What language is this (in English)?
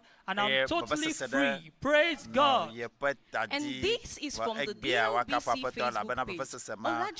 Ewe